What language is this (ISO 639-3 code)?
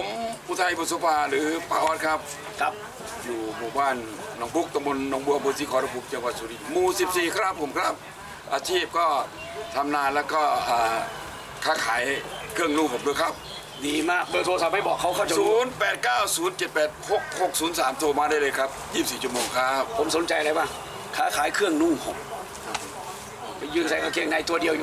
tha